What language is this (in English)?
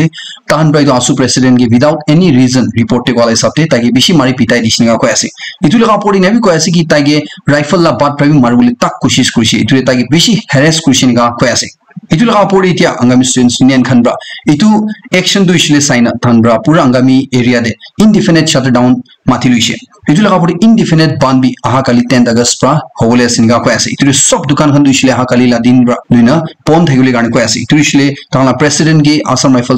Naga Pidgin